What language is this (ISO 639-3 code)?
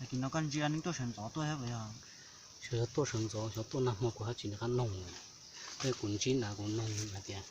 hmn